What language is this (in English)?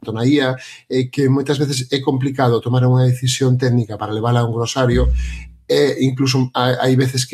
Galician